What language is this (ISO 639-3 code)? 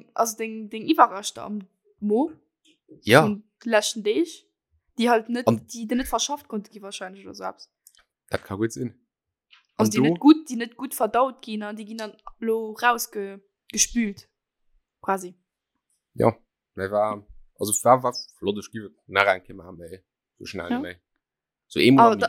ltz